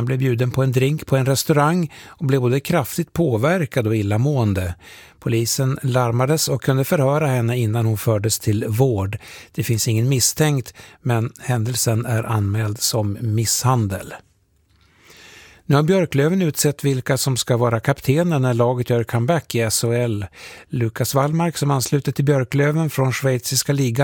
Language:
Swedish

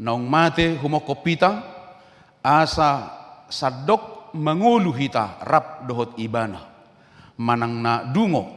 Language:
Batak Toba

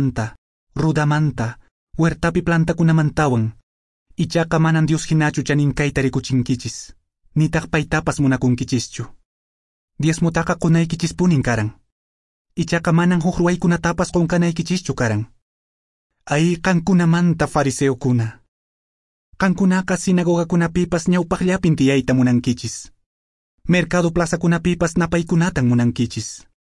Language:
Quechua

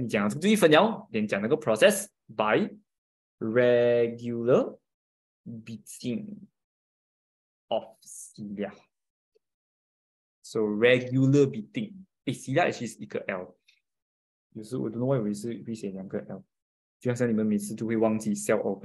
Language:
Chinese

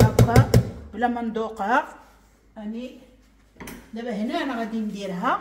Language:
Moroccan Arabic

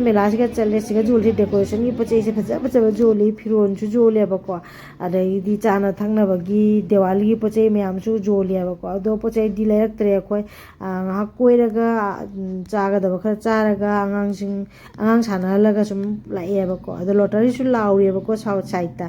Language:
Manipuri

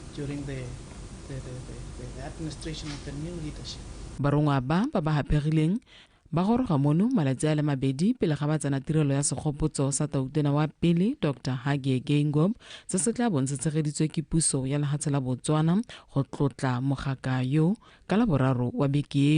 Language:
Tswana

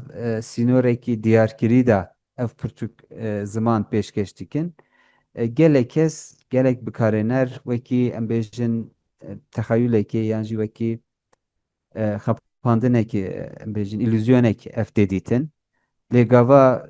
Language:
Kurdish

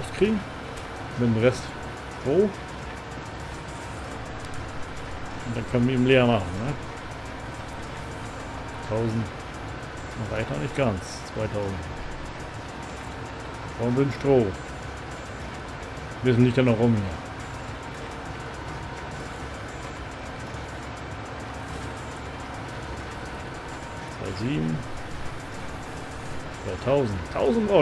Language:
German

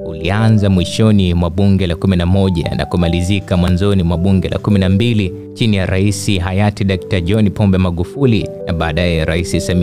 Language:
Swahili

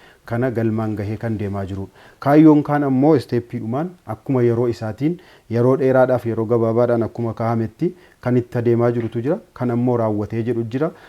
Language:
Oromo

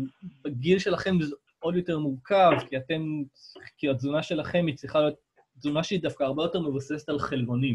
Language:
Hebrew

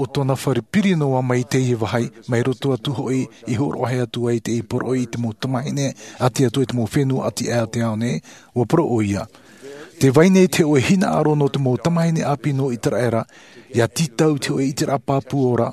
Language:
Tahitian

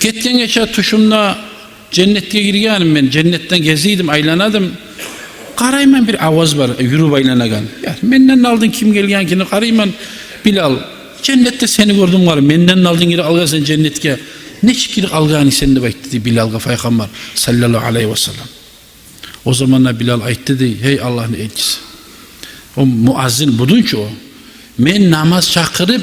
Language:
Kumyk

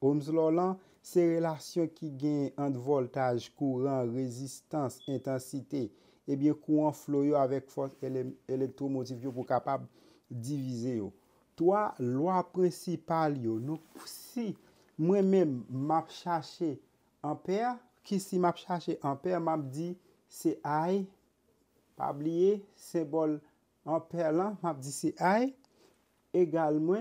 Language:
Haitian Creole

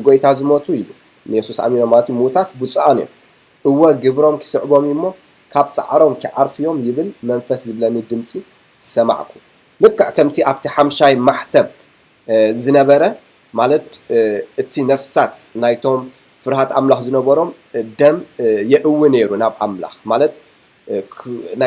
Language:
Tigrinya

